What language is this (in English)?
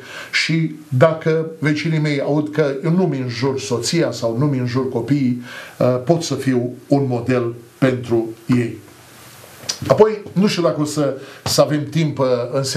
Romanian